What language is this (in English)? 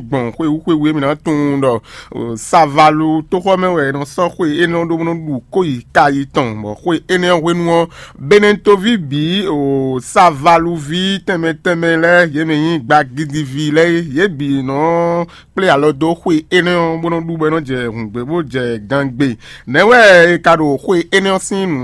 Fon